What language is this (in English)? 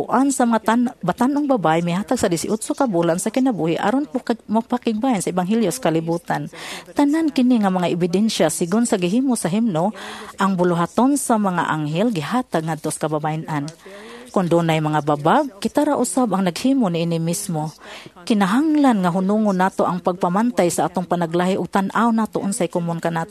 Cebuano